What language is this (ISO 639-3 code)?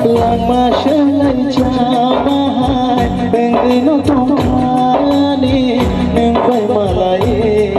trp